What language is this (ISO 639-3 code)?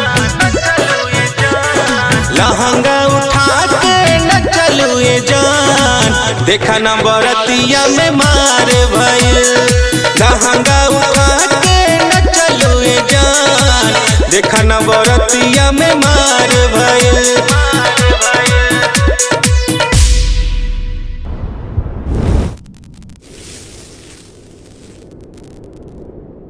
bho